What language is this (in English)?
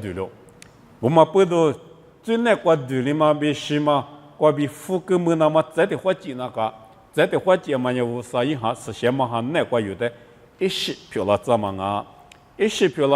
Lisu